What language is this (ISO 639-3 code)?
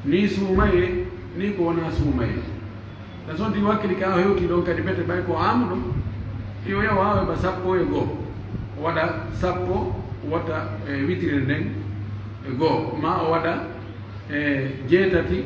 fuf